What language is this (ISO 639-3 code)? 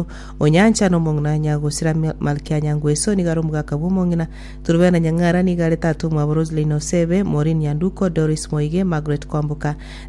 guz